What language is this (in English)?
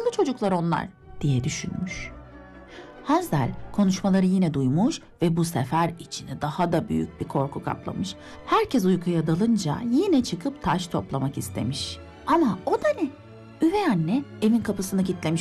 Turkish